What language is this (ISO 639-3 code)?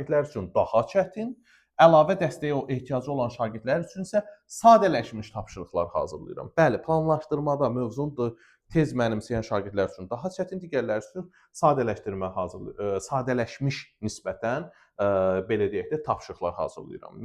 aze